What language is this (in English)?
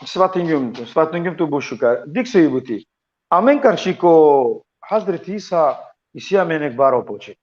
Balkan Romani